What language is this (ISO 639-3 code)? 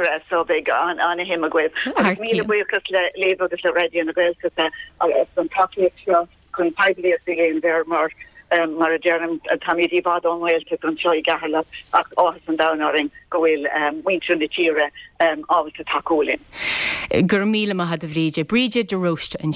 gle